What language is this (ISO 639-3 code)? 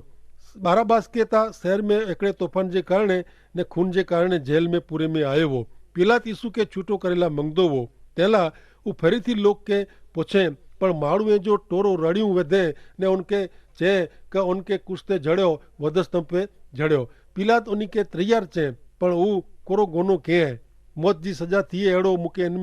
kfr